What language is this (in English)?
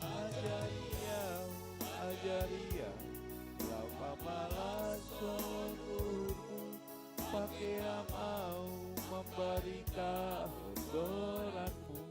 Batak Simalungun